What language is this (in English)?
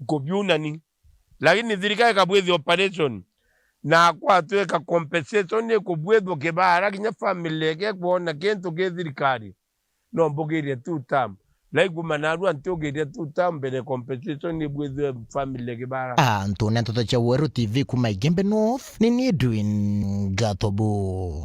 Meru